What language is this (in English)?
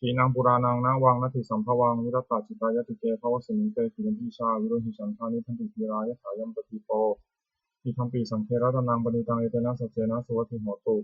Pali